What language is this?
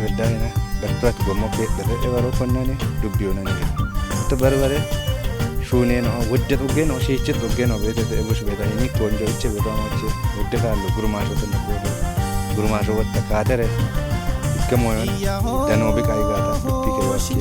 Kafa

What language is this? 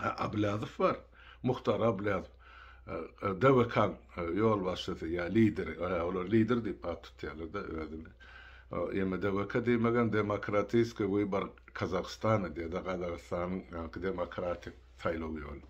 Turkmen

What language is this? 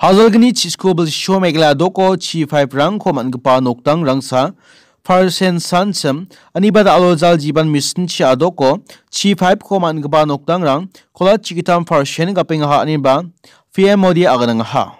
Garo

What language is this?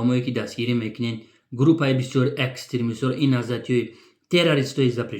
Tajik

